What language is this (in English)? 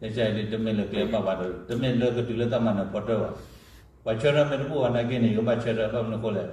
S'gaw Karen